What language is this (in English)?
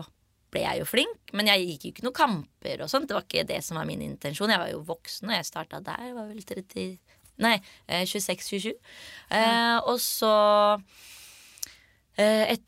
Norwegian